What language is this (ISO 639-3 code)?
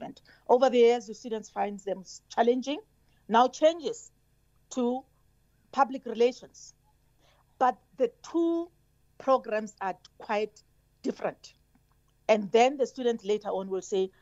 eng